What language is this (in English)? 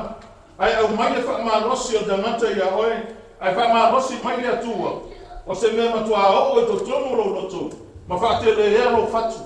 Samoan